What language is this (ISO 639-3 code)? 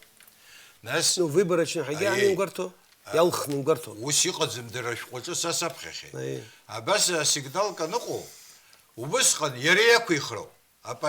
abk